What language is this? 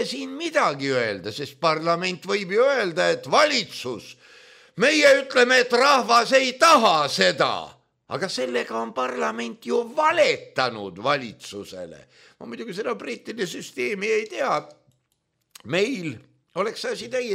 Estonian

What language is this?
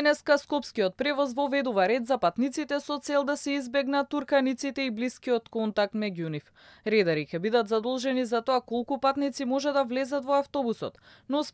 Macedonian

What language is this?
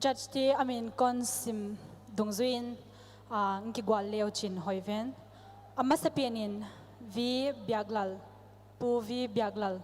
Paite Chin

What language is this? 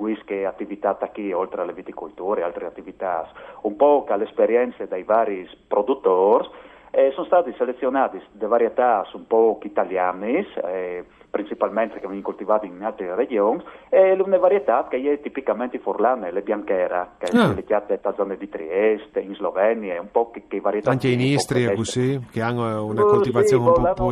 Friulian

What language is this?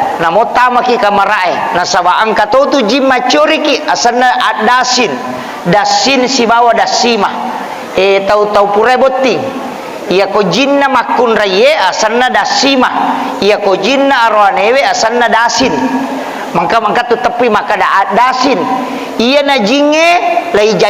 Buginese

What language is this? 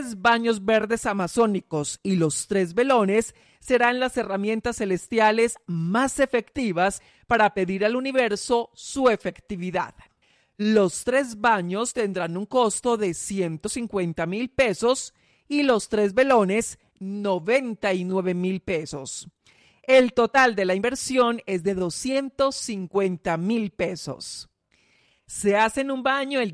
Spanish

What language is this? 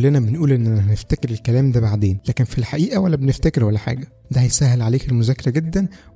Egyptian Arabic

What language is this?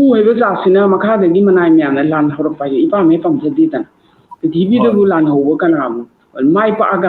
Manipuri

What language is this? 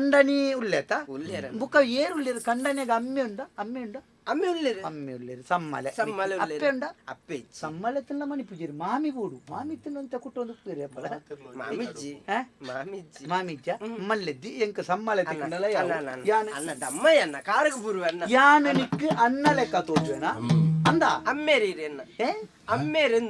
Tulu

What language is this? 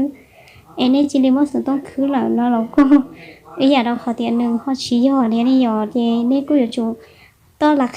Hmong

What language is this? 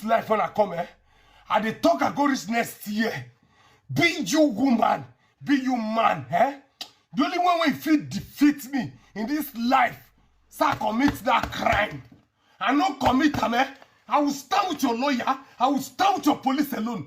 Nigerian Pidgin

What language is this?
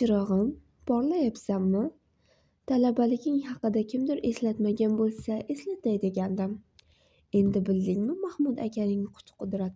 Uzbek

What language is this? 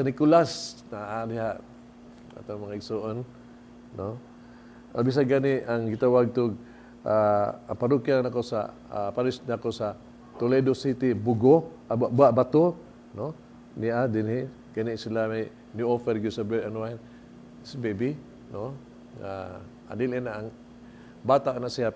Cebuano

